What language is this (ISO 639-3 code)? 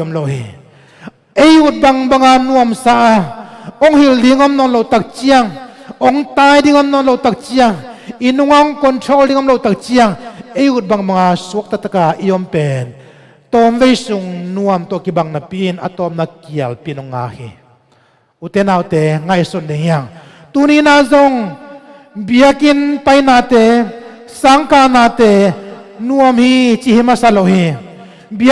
ctd